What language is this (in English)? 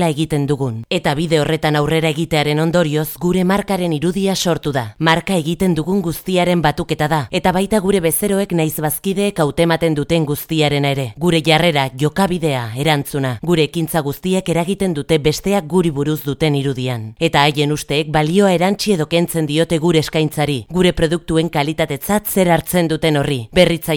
Basque